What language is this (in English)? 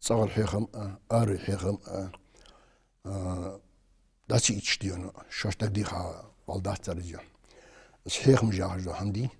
Ingush